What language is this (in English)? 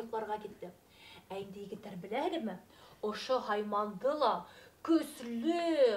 Bashkir